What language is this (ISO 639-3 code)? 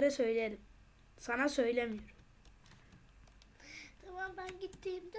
tur